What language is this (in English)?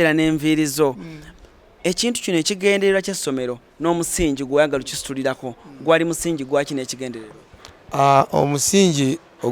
Ganda